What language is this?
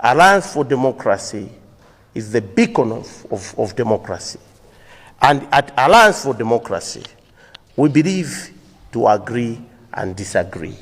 Nyanja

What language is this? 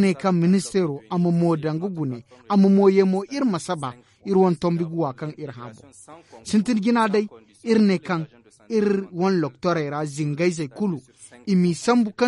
Zarma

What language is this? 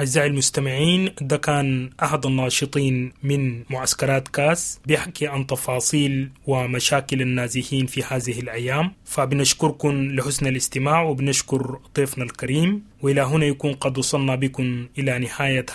Sudanese Arabic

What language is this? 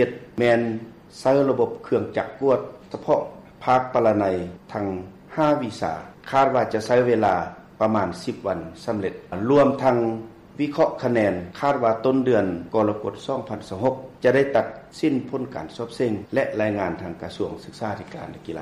Lao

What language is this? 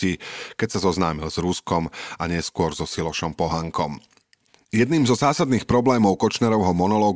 Slovak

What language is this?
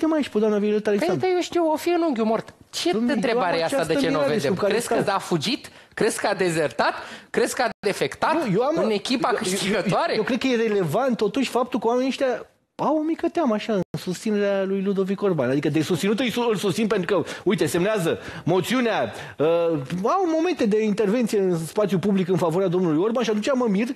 Romanian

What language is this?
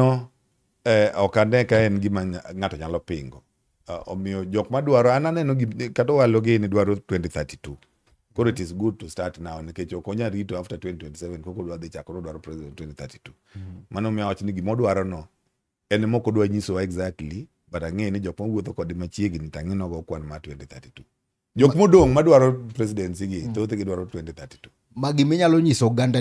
Luo (Kenya and Tanzania)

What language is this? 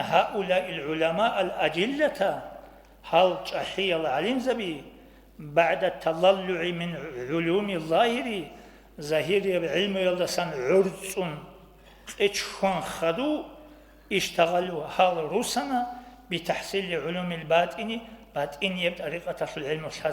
Avaric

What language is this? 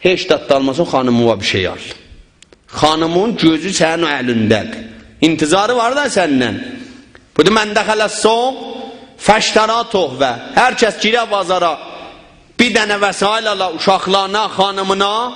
South Azerbaijani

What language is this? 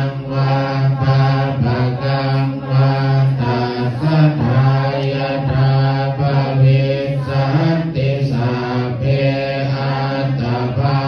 Pali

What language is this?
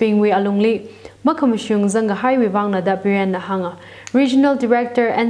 Tangkhul Naga (India)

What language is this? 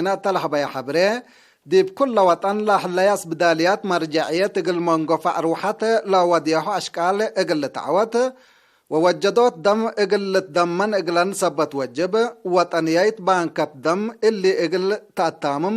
Tigre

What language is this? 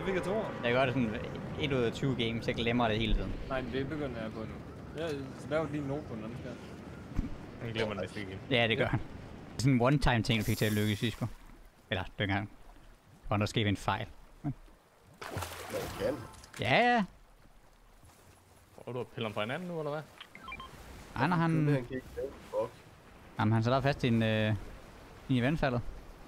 Danish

